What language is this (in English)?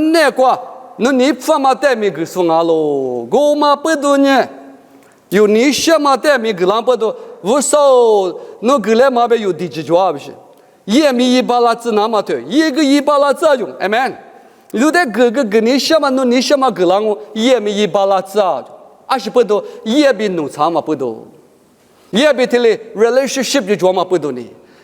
Lisu